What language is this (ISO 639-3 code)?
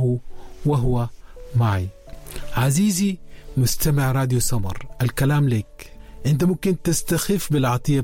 apd